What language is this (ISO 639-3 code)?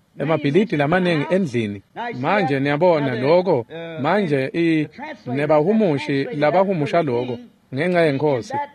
ssw